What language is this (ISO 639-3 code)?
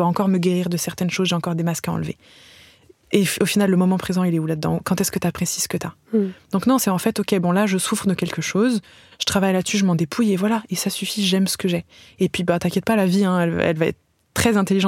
fra